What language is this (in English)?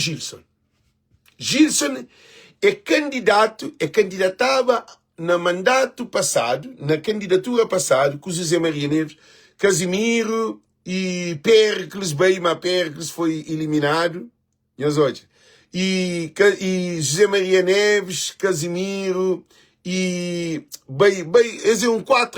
Kabuverdianu